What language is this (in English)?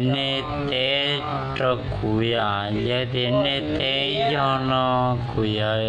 Hmong